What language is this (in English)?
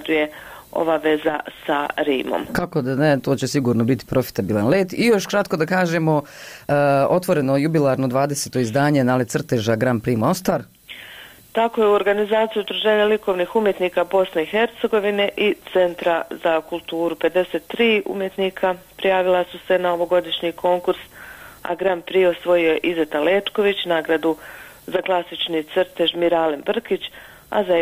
Bosnian